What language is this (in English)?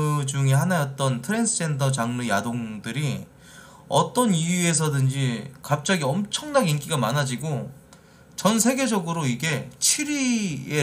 Korean